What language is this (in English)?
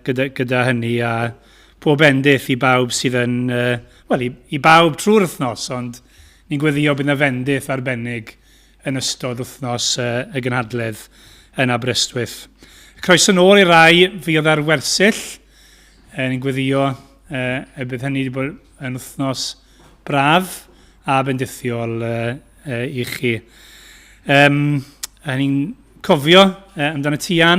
Welsh